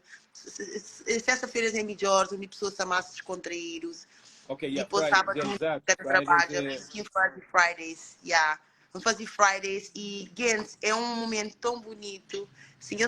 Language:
Kabuverdianu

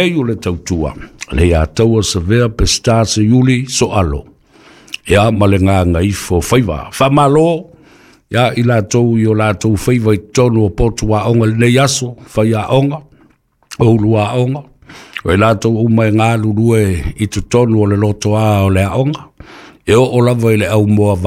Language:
Samoan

